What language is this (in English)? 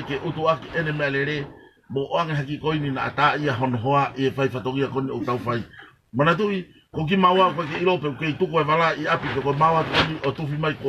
Tongan